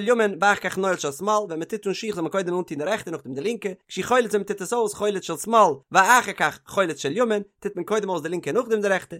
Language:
Yiddish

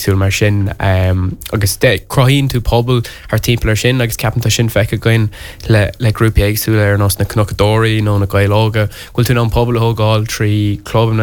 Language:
Irish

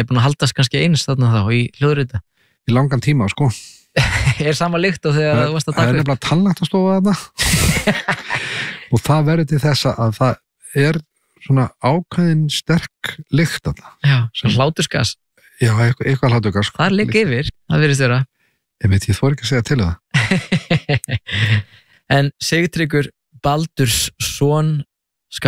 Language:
Icelandic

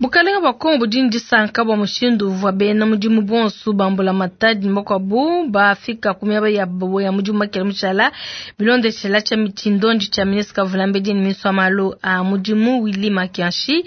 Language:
Luba-Lulua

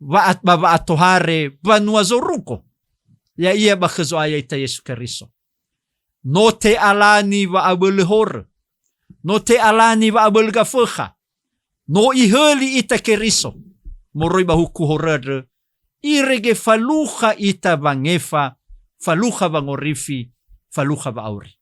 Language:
Nias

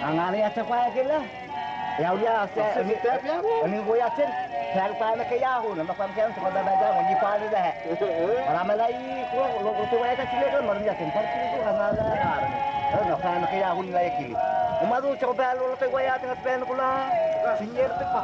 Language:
Dehu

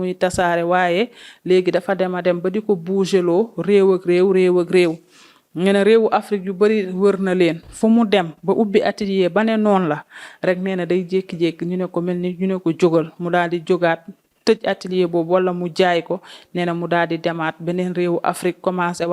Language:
Wolof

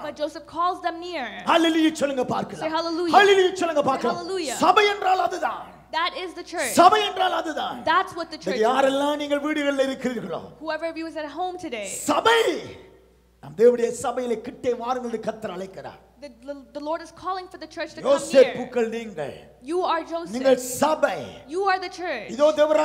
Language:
Tamil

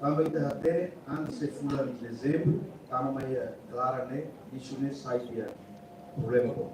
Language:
Tetum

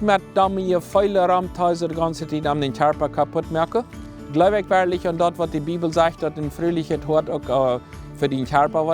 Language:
Plautdietsch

